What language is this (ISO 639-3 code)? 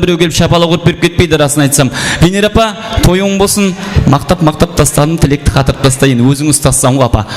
kaa